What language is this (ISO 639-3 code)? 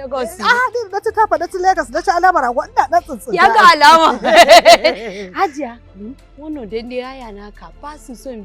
hau